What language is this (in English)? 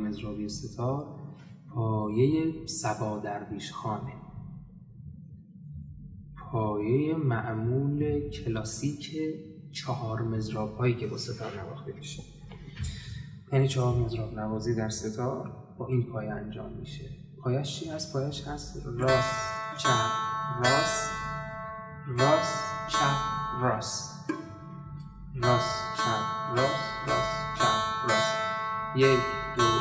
Persian